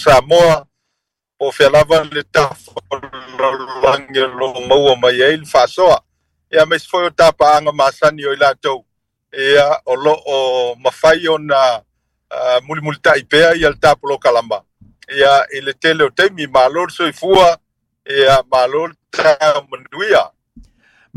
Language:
Samoan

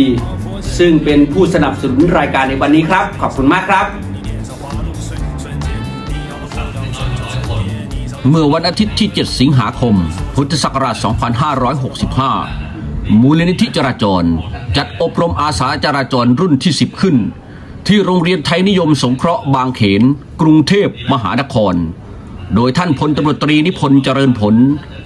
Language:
Thai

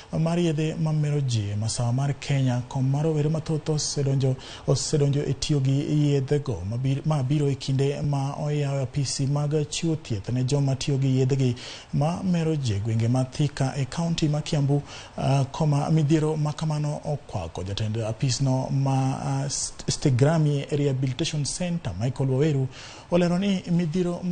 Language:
Luo (Kenya and Tanzania)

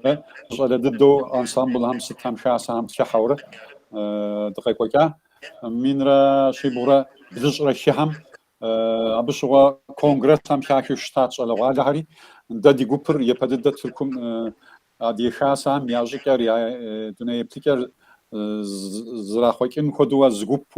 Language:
Kabardian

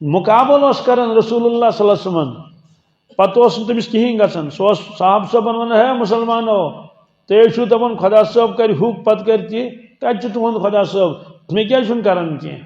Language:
Kashmiri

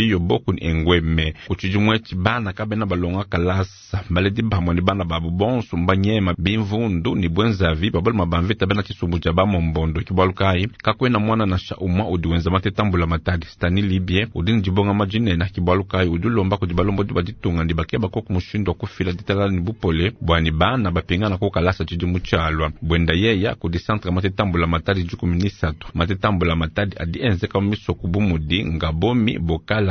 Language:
Luba-Lulua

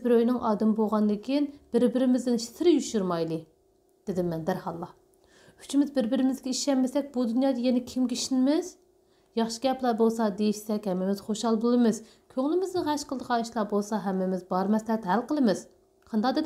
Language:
Uyghur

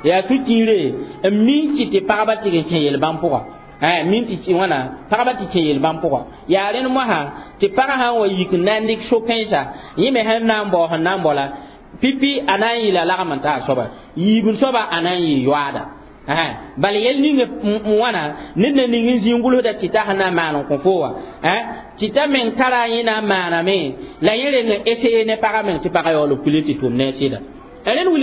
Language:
Mossi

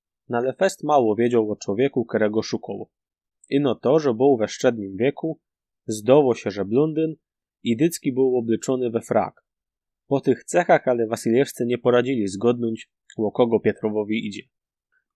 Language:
Silesian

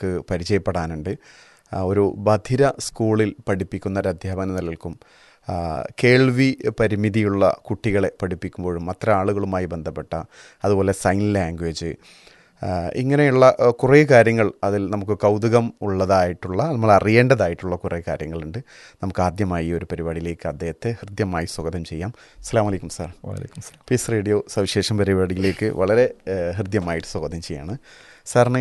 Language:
Malayalam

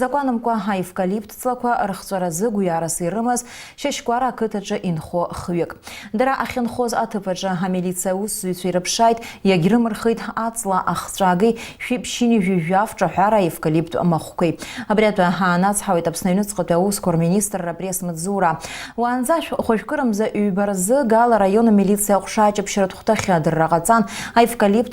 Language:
Abkhazian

